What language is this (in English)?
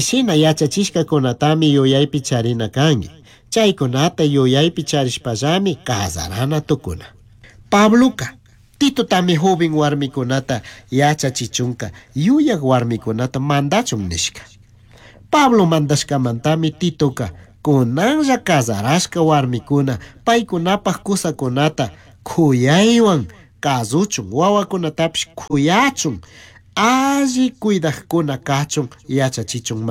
Chimborazo Highland Quichua